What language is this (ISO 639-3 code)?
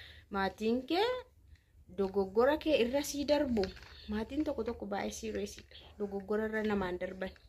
orm